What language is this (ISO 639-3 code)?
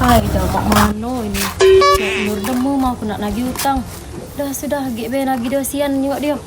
mui